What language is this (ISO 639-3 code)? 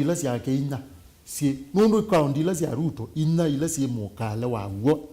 kam